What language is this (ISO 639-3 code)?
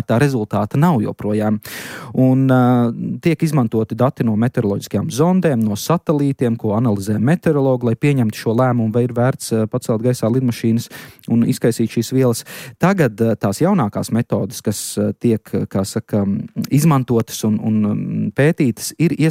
lav